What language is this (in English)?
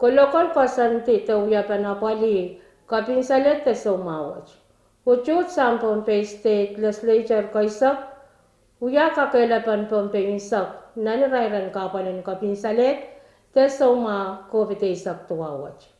Pohnpeian